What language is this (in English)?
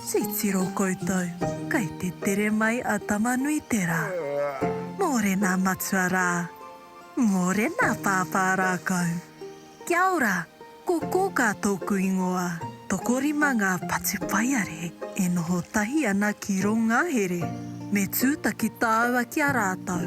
Māori